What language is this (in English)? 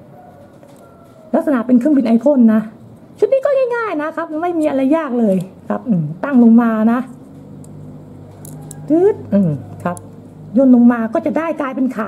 Thai